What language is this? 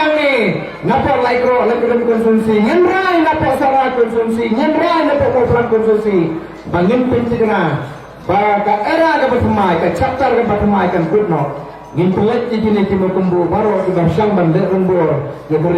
Khasi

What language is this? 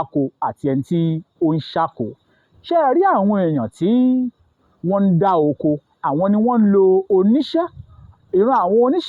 Yoruba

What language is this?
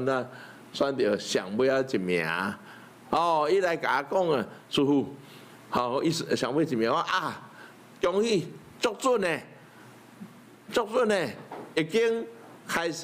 Min Nan Chinese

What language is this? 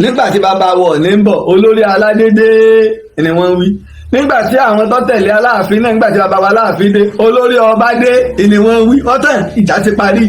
Yoruba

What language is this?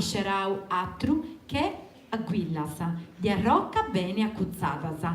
Sardinian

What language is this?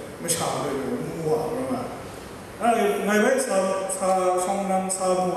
Kachin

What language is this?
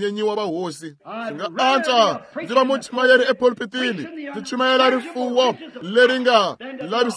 Tsonga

